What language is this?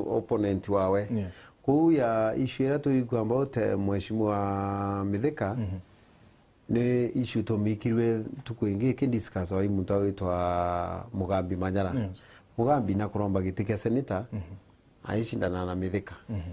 Meru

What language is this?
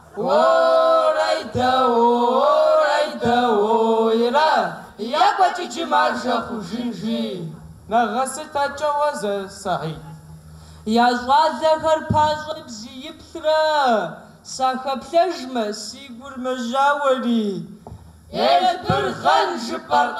Kabardian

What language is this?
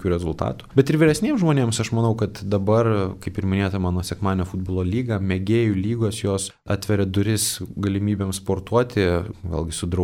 Lithuanian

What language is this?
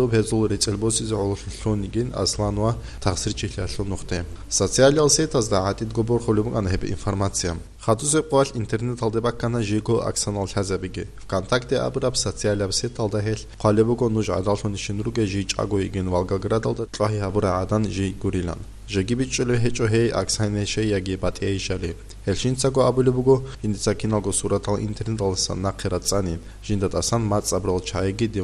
Avaric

